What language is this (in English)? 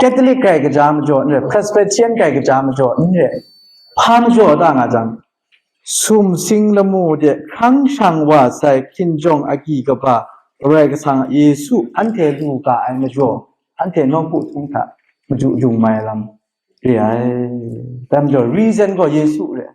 Kachin